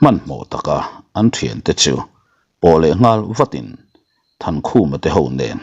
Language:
Mizo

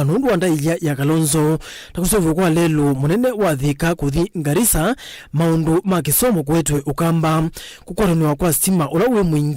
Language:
Kamba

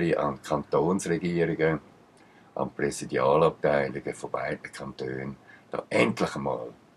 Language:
Swiss German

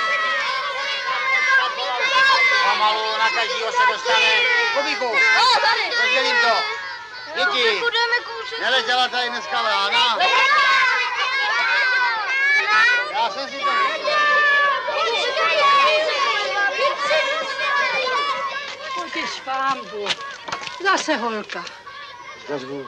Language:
Czech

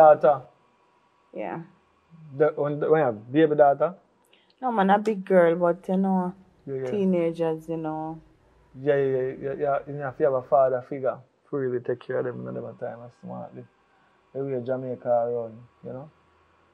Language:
Jamaican Creole English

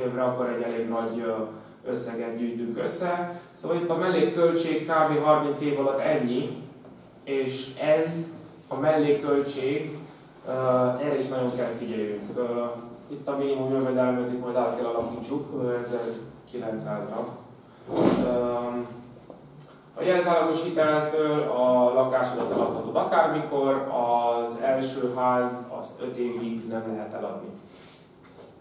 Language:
Hungarian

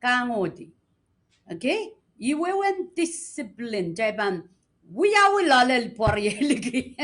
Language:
Pohnpeian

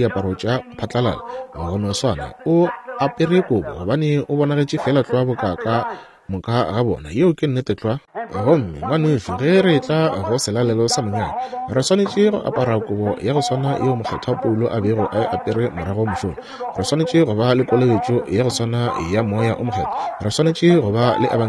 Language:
Northern Sotho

